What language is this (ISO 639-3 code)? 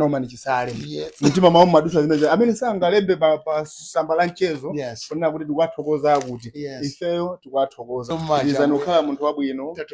nya